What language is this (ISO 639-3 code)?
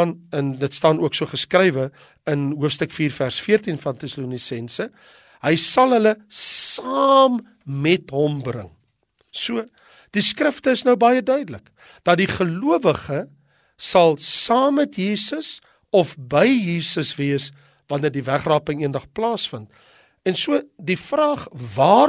afr